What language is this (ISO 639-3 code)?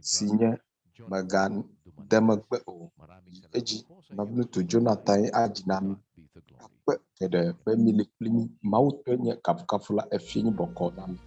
ewe